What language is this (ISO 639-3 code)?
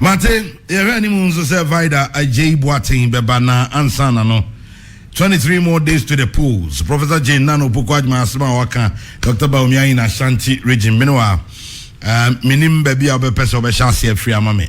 aka